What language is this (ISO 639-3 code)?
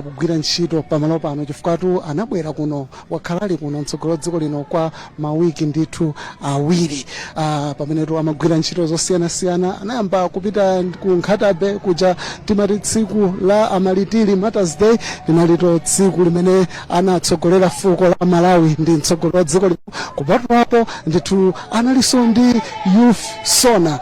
nya